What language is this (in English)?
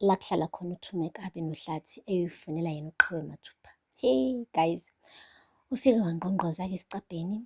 Zulu